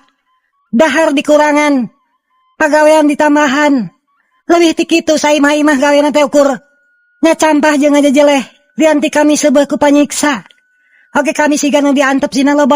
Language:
Sundanese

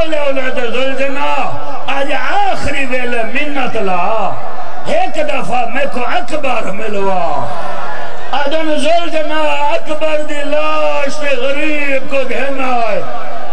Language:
Saraiki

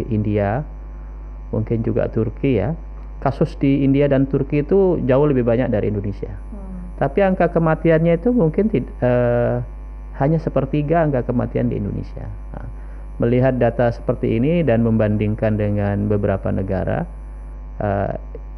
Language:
Indonesian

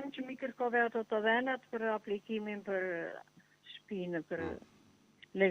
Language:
Albanian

